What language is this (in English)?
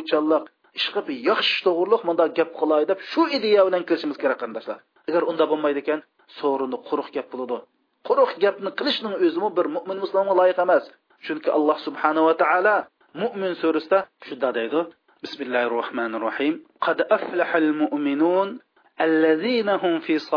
Uyghur